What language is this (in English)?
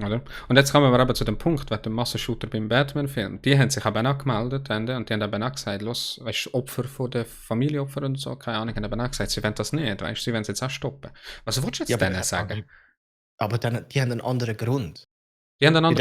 Swiss German